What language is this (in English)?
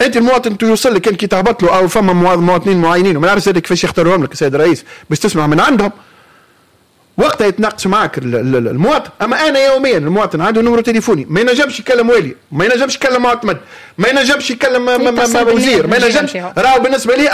Tunisian Arabic